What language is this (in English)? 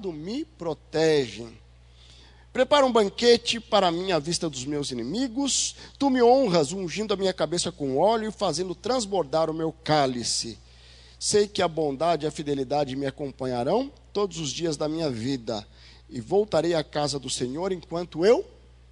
Portuguese